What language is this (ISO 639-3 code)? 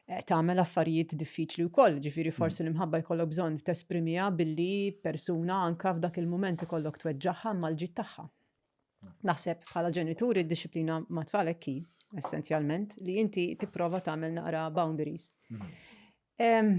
mlt